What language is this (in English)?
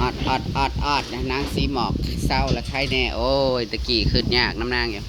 Northeastern Thai